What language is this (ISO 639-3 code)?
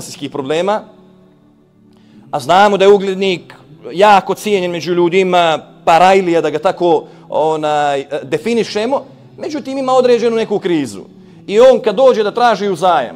bos